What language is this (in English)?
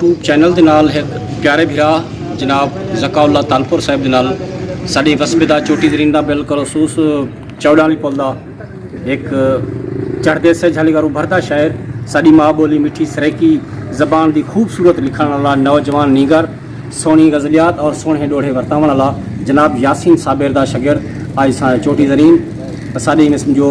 Saraiki